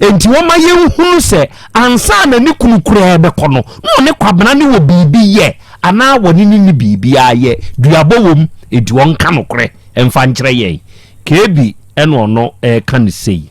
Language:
Akan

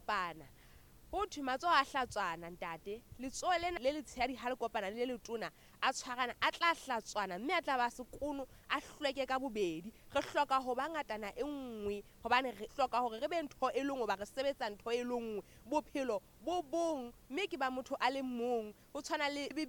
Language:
Southern Sotho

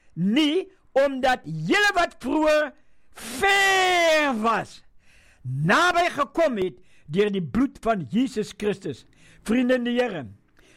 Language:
Afrikaans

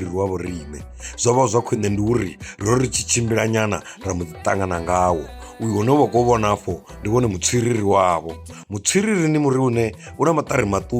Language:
Venda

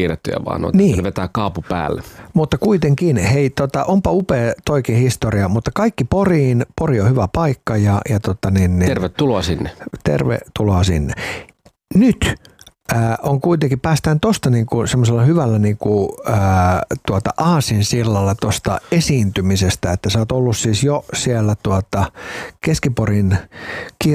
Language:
Finnish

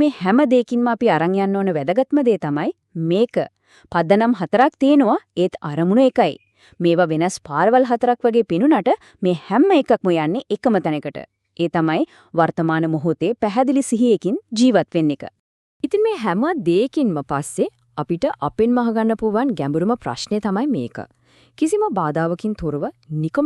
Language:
Sinhala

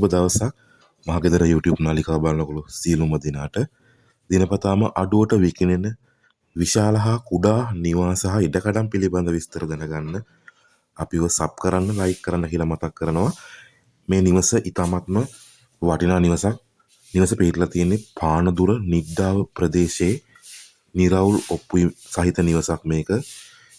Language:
Sinhala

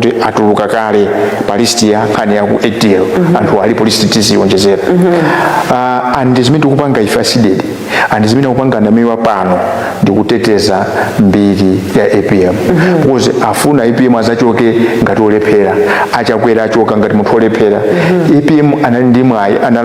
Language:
Nyanja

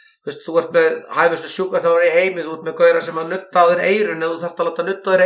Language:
Icelandic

